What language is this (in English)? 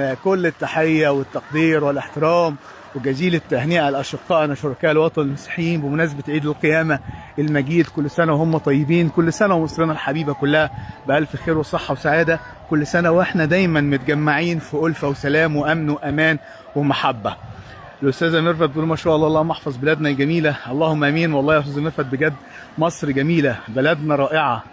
Egyptian Arabic